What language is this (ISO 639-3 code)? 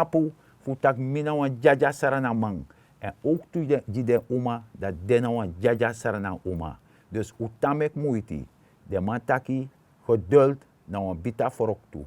srn